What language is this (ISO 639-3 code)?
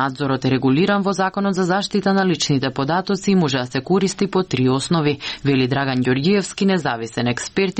mkd